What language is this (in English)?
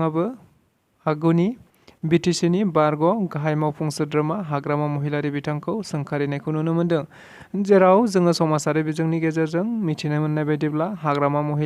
Bodo